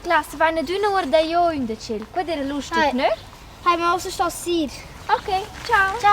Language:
Romansh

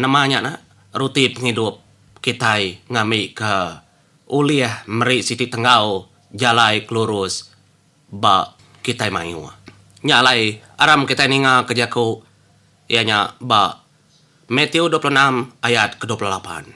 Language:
Iban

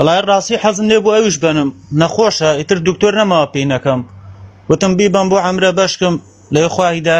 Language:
Central Kurdish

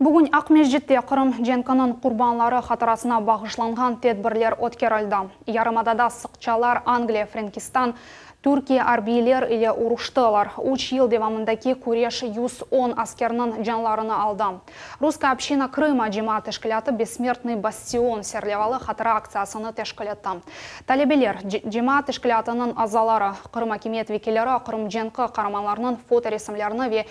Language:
Crimean Tatar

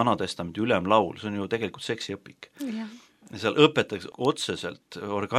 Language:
Estonian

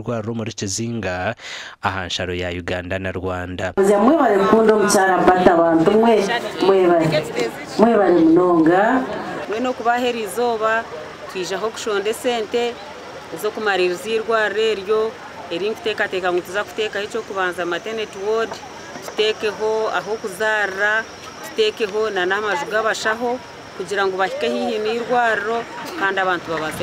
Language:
Nyankole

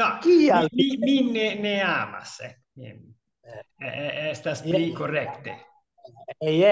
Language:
Esperanto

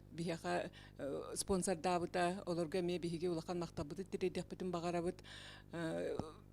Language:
Yakut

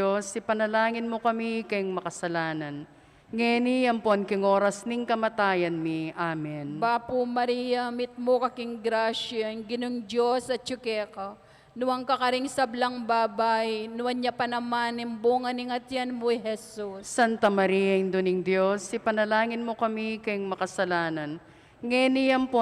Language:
Pampanga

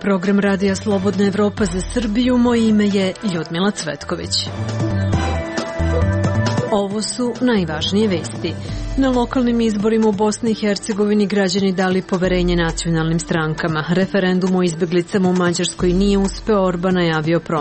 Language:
Serbian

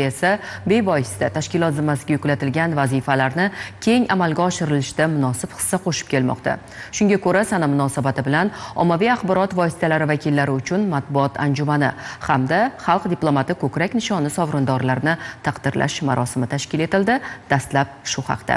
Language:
Uzbek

